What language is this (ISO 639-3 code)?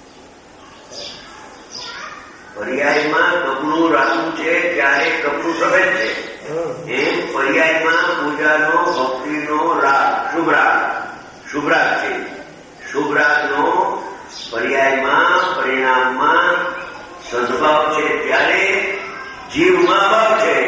guj